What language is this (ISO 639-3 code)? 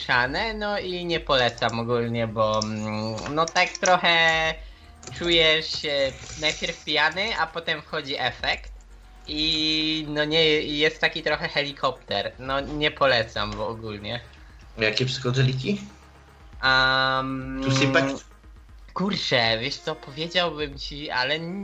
pol